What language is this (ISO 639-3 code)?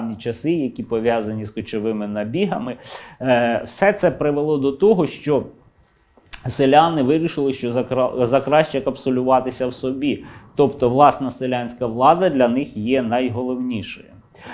ukr